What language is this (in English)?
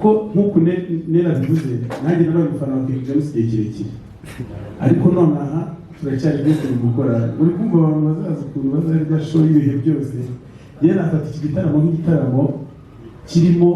Kinyarwanda